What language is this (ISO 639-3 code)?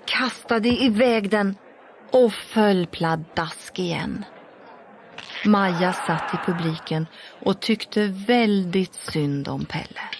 swe